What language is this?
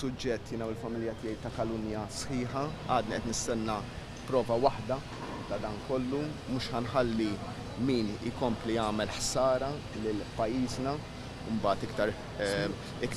Maltese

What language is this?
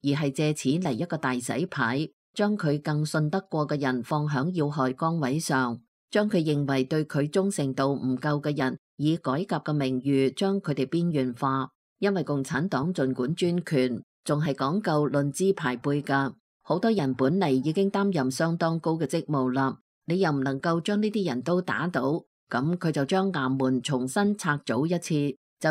Cantonese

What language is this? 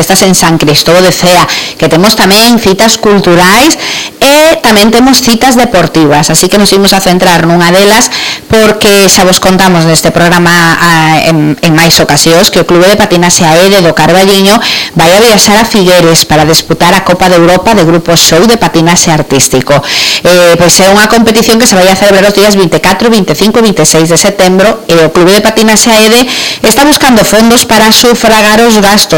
Galician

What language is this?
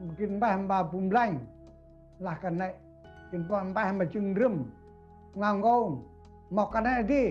Central Mnong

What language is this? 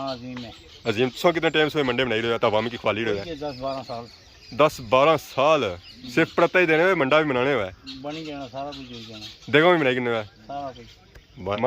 Pahari-Potwari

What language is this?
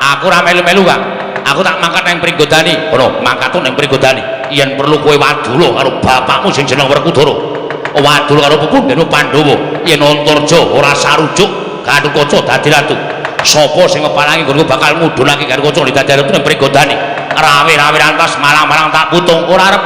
Javanese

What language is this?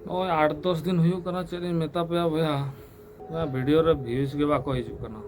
Santali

